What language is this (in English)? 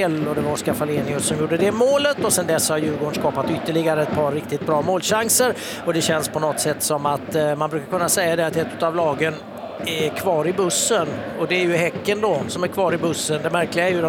Swedish